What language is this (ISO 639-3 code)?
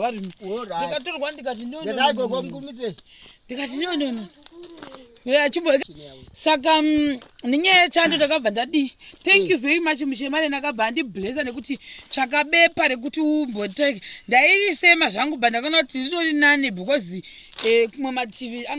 sna